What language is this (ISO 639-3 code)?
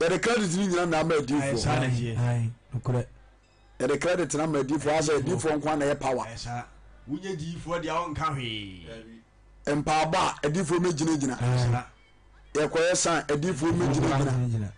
aka